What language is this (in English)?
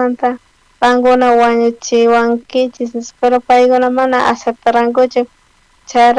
South Bolivian Quechua